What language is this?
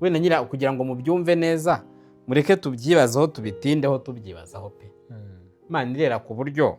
Kinyarwanda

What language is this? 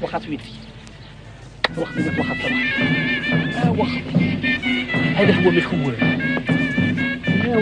Algerian Arabic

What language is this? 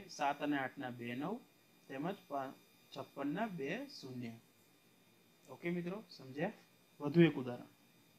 Gujarati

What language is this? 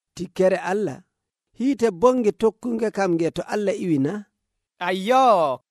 Nigerian Fulfulde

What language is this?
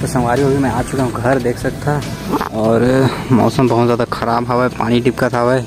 Chhattisgarhi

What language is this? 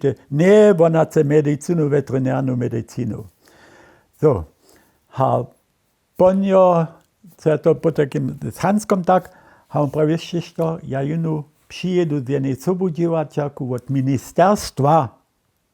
Upper Sorbian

